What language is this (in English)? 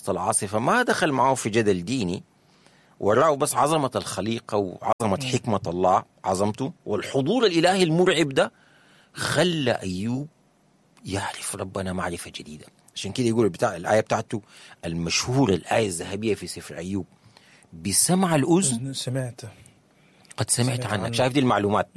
Sudanese Arabic